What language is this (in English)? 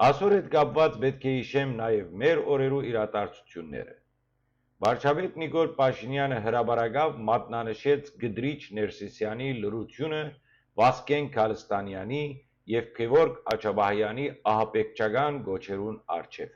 Western Armenian